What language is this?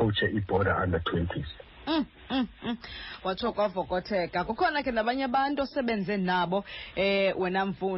Xhosa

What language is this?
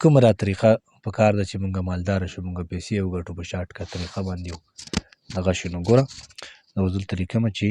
Pashto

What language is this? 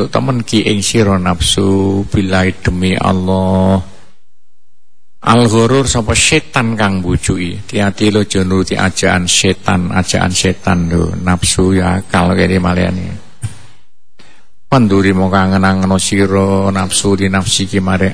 Javanese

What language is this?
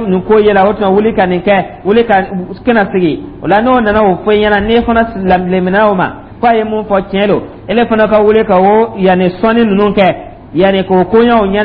Dyula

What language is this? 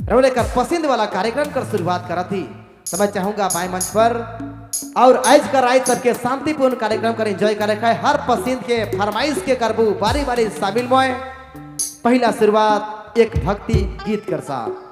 Sadri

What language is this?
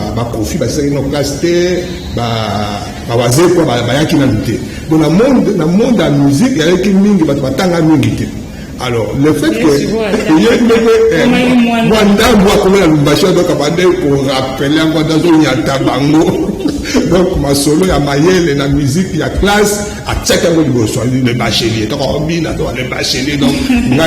Lingala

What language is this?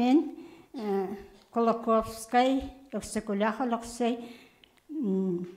Yakut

